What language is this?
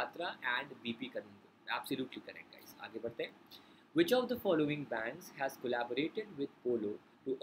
Hindi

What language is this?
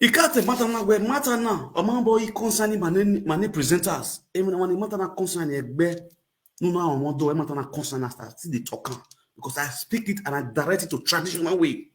Nigerian Pidgin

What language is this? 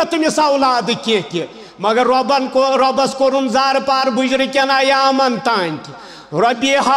Kashmiri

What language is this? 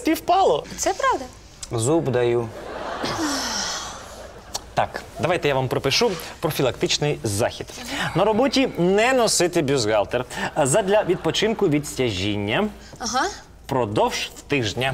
Ukrainian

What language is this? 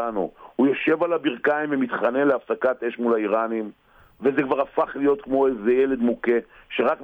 Hebrew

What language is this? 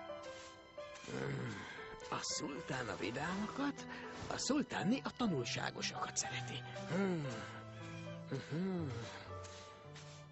Hungarian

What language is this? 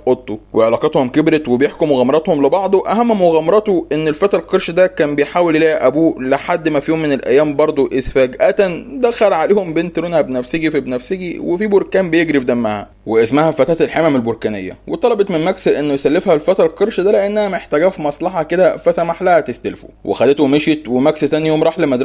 Egyptian Arabic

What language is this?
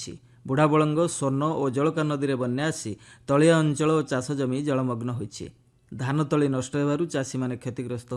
Odia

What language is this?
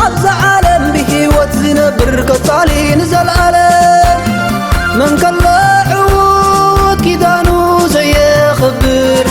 Tigrinya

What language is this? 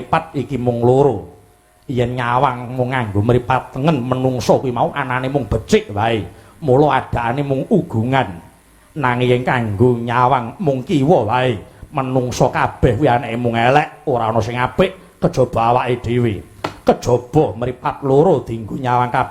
Javanese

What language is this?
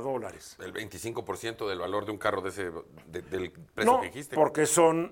Spanish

